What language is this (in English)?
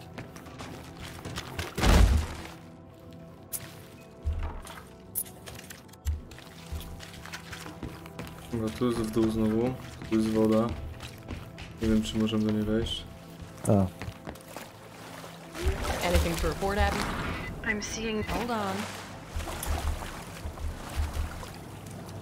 Polish